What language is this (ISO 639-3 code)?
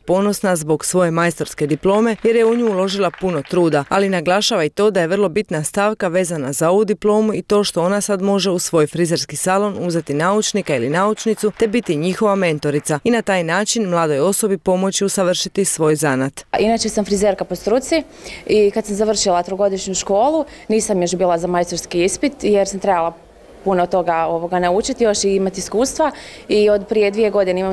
hrv